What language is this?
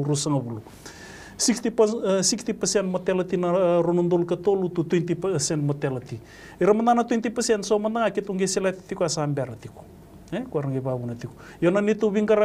Fijian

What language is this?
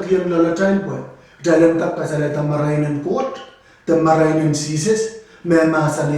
Pohnpeian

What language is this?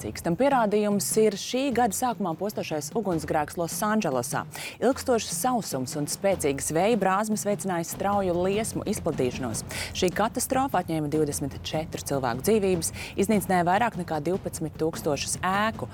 Latvian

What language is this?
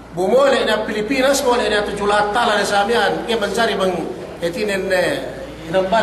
Yakan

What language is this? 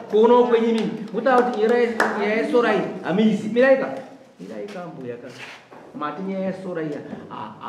Shona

